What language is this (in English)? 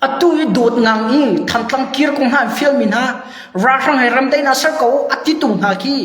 Hakha Chin